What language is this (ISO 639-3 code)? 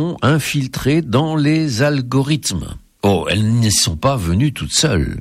fra